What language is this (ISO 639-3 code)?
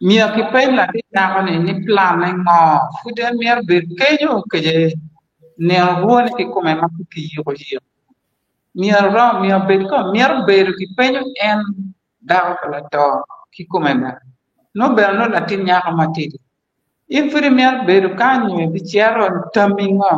ach